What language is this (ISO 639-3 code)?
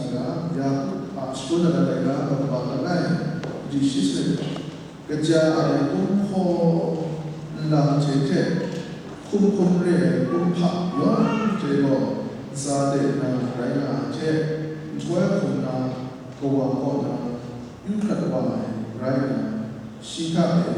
kac